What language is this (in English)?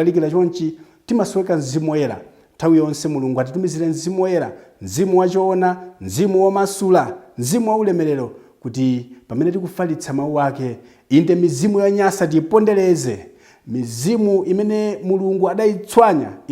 Nyanja